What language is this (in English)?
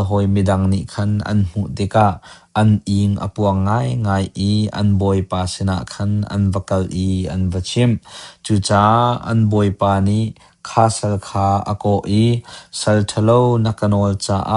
Hakha Chin